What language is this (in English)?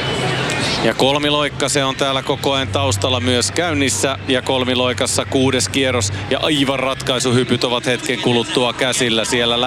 Finnish